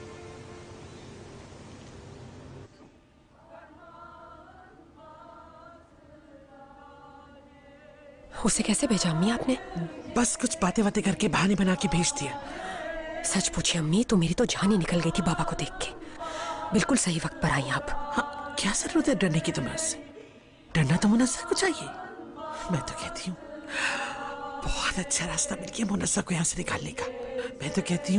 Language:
Hindi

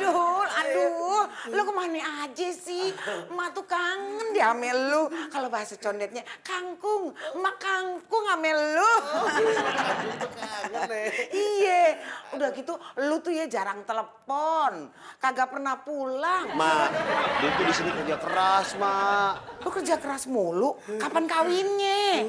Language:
Betawi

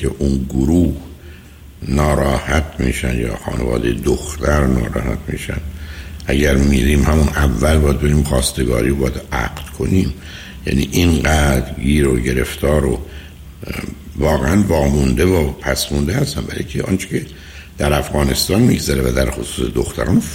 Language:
Persian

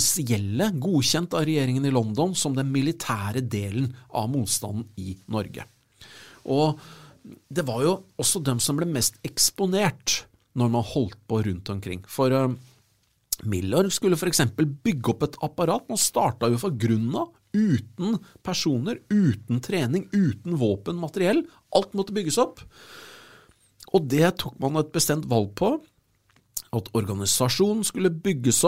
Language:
Norwegian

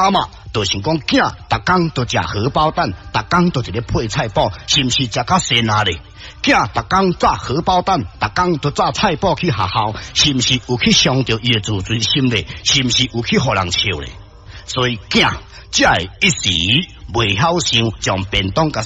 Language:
Min Nan Chinese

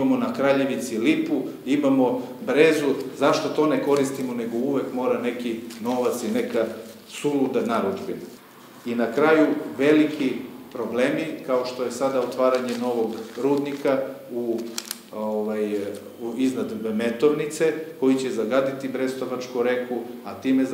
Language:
Serbian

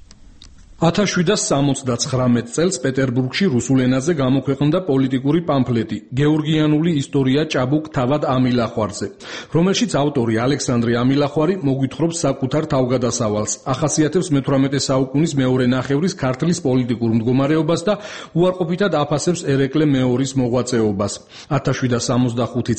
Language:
Georgian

